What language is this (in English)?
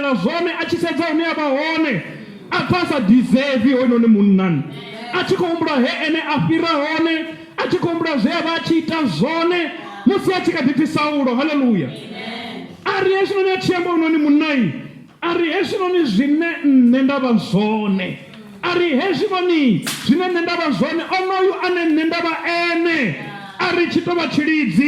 Venda